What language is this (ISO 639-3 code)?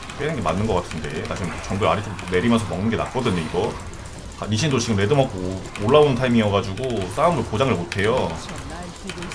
kor